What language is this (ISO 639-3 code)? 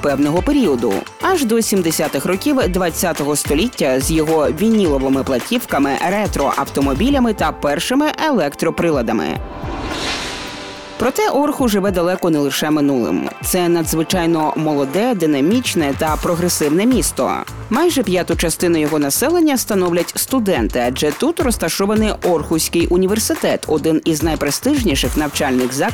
ukr